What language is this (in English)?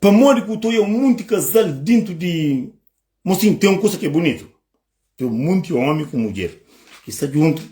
Kabuverdianu